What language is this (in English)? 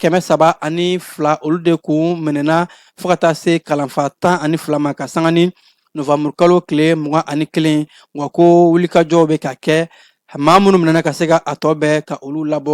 Bambara